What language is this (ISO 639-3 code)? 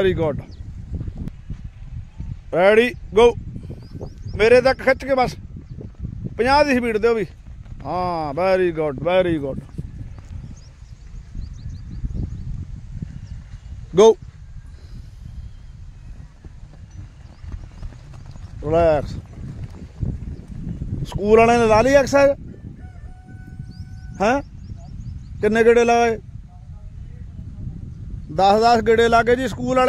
pan